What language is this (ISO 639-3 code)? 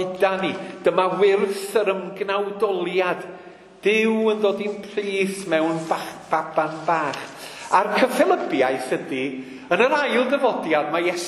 cym